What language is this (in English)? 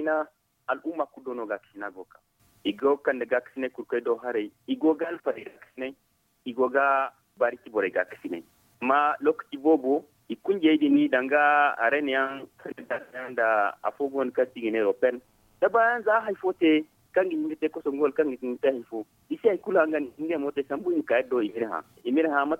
Zarma